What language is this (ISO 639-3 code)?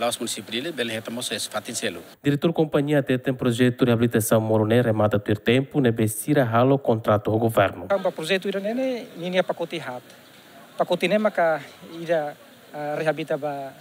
tet